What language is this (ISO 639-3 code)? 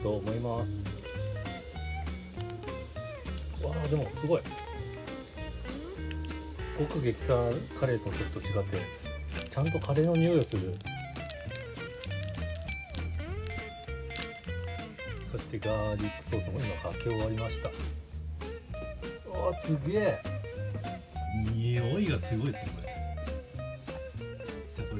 jpn